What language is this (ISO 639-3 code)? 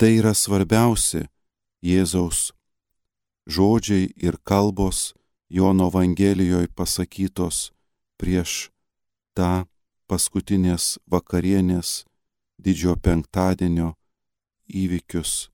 lit